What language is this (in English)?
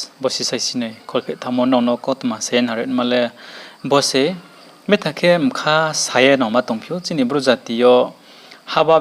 Riang (India)